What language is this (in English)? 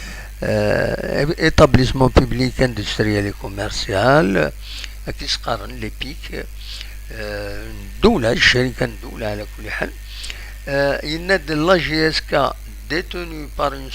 Kabyle